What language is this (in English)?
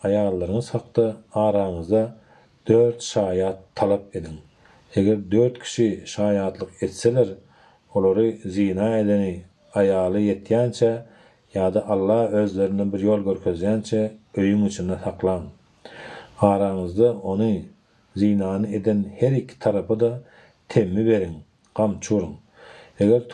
Turkmen